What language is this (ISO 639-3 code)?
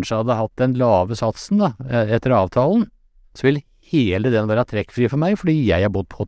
nor